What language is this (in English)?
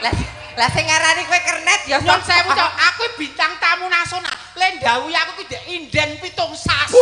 Javanese